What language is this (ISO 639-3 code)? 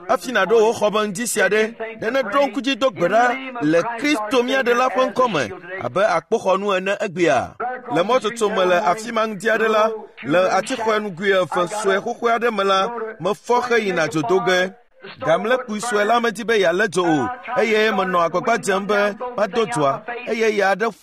ewe